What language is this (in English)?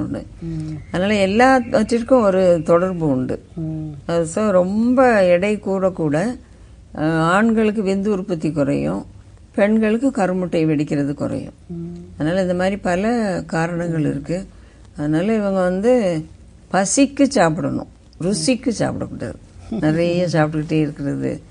Tamil